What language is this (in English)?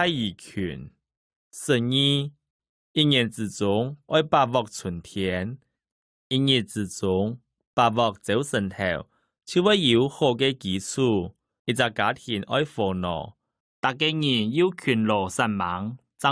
Hakka Chinese